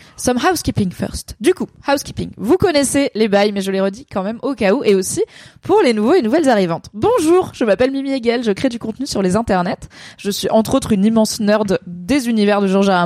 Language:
French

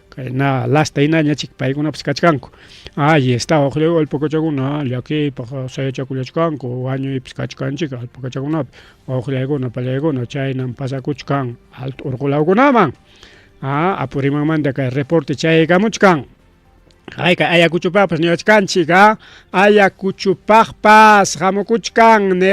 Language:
Ayacucho Quechua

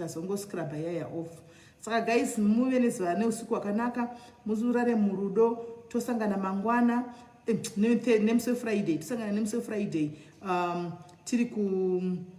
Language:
Shona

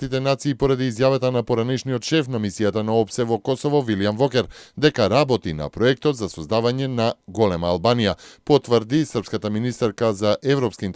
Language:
Macedonian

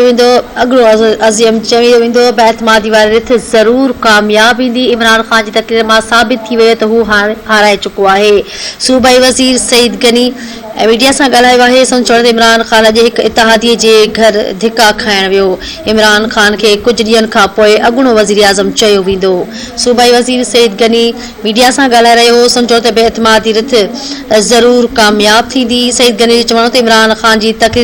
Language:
Sindhi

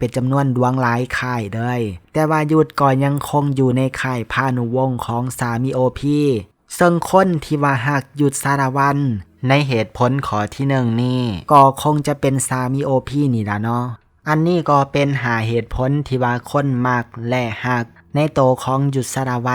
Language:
Lao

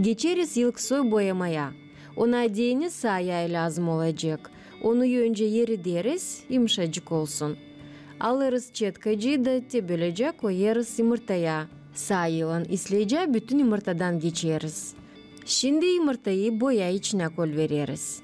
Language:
Gagauz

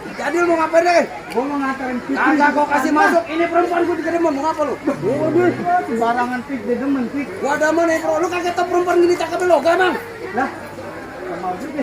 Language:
Betawi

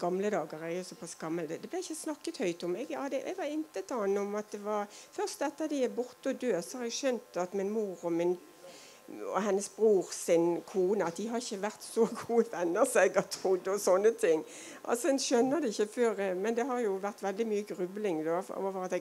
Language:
Norwegian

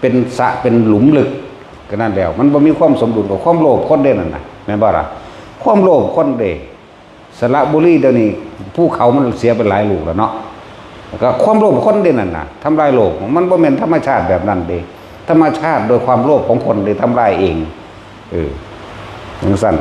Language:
Northeastern Thai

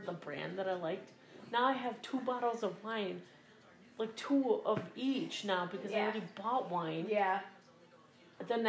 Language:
English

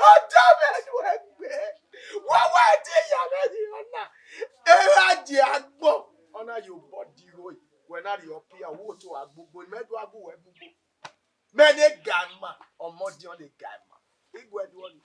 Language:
Bini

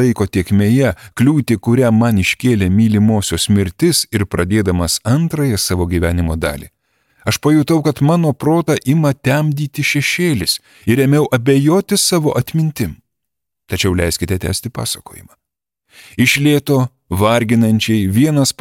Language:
Lithuanian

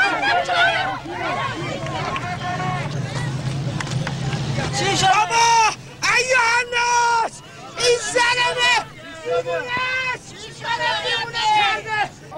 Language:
Persian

